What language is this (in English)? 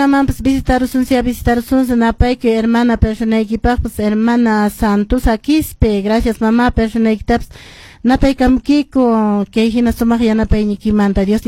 Quechua